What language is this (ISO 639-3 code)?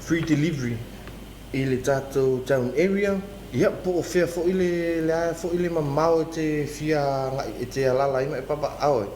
smo